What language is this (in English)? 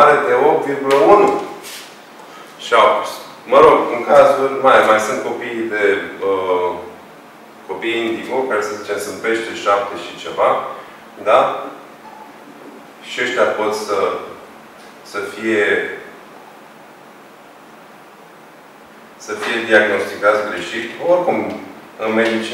Romanian